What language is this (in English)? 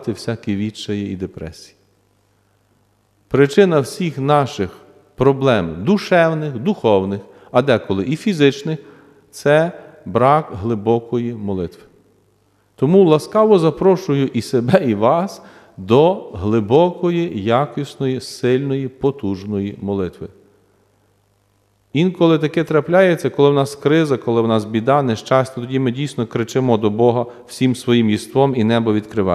Ukrainian